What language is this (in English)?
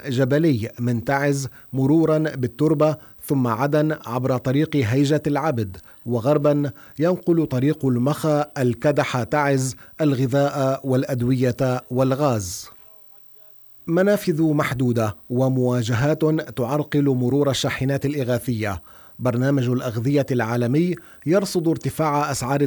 Arabic